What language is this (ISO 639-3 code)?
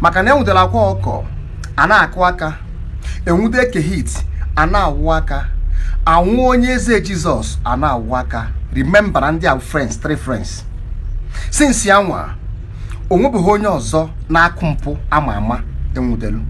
ibo